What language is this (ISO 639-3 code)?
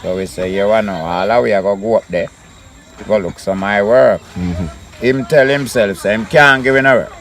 jam